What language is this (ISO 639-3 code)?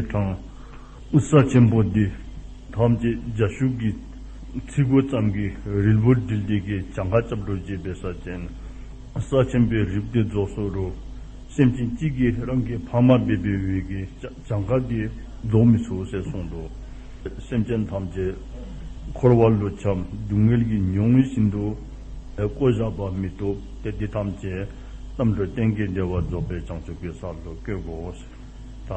dzo